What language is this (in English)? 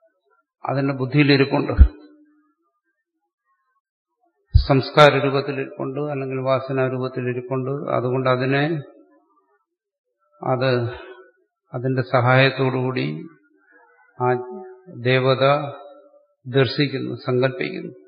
Malayalam